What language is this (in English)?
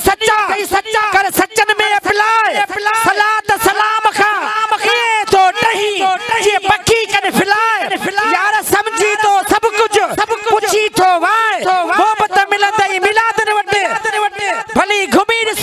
Sindhi